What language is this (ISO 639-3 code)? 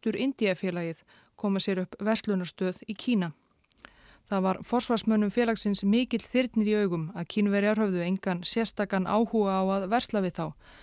isl